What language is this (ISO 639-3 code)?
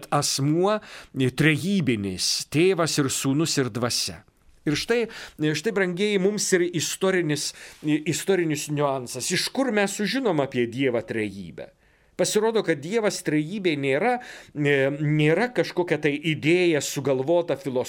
lit